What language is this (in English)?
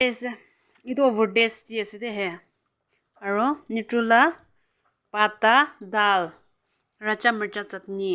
Yimchungru Naga